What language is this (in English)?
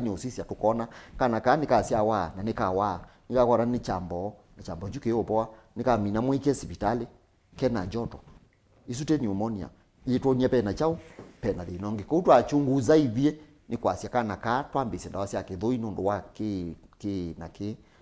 Kamba